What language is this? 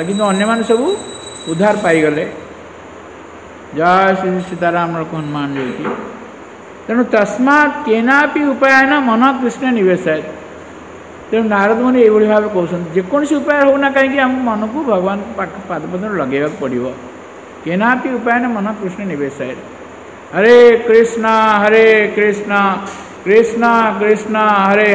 Odia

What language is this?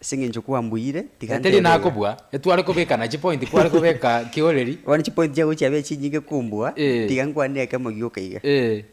Gusii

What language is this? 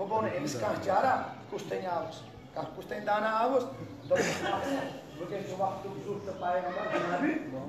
Kashmiri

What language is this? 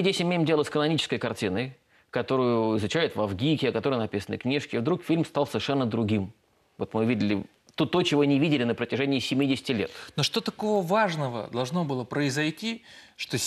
Russian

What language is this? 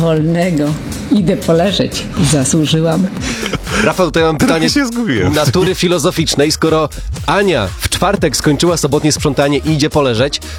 Polish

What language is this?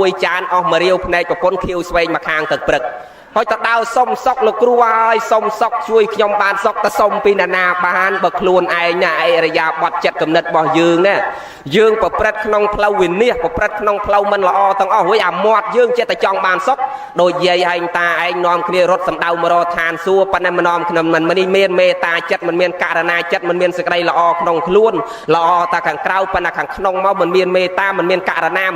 Khmer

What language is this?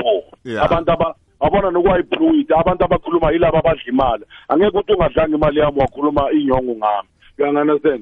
South Ndebele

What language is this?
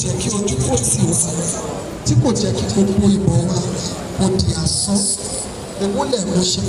Yoruba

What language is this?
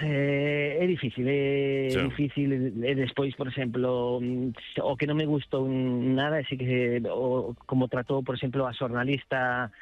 Galician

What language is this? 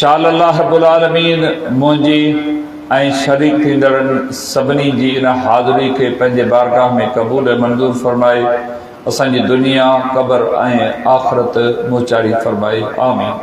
Sindhi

